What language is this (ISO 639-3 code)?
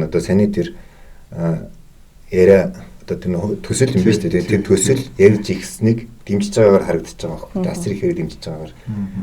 mon